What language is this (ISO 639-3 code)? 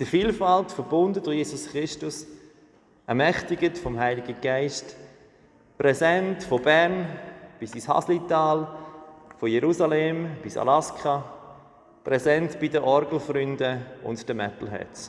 gsw